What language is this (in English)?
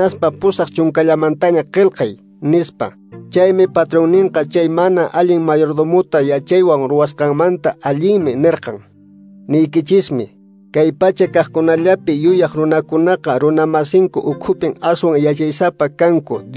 Quechua